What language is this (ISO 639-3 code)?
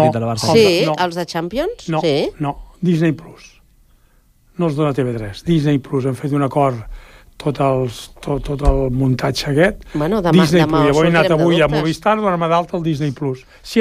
cat